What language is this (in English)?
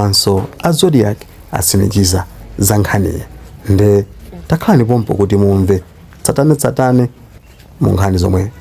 Nyanja